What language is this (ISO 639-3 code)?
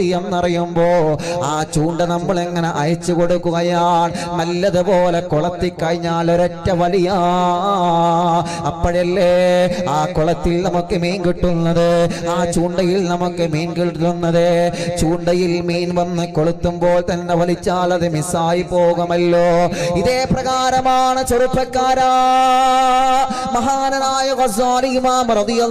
mal